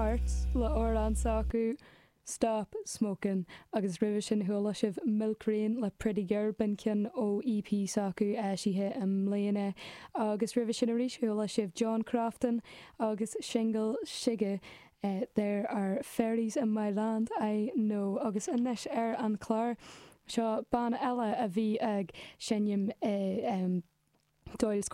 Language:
Irish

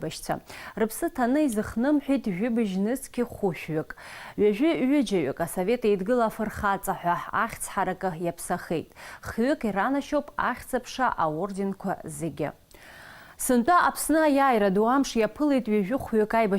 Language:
Abkhazian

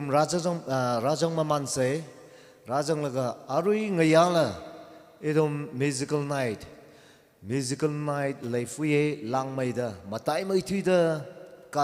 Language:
Tangkhul Naga (India)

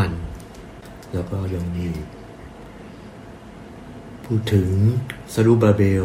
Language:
Thai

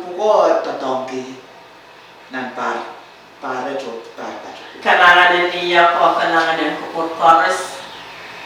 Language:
Pohnpeian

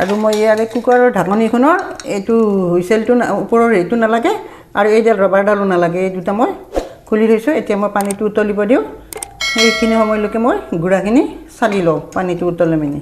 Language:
Assamese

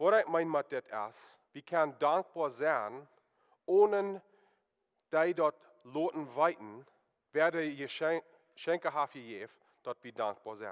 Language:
Plautdietsch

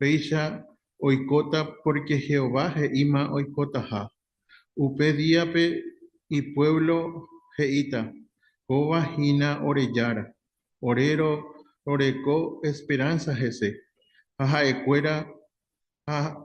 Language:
Guarani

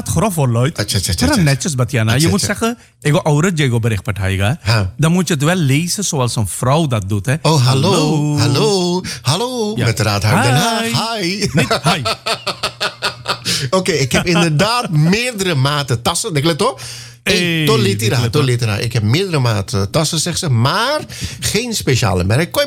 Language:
Dutch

